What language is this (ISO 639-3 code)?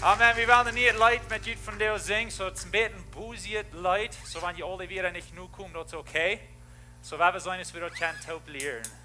pdt